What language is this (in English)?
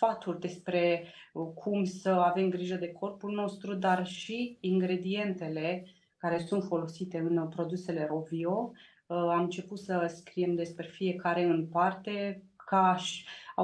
Romanian